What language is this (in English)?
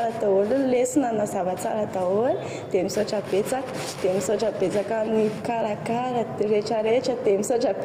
Malagasy